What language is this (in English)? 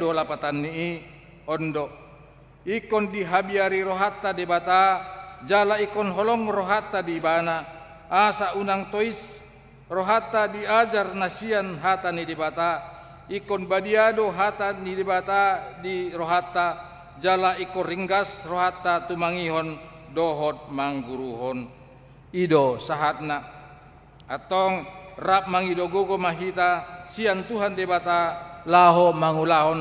Batak Toba